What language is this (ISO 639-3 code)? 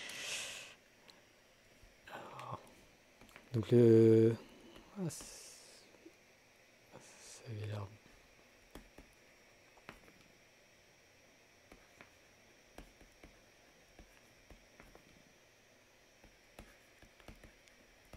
fra